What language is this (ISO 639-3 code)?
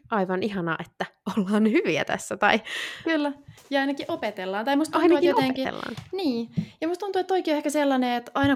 fin